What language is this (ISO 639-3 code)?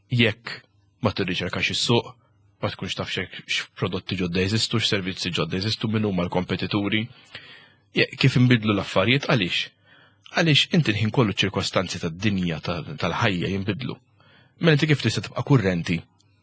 mlt